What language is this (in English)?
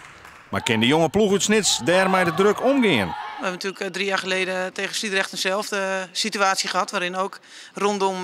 Western Frisian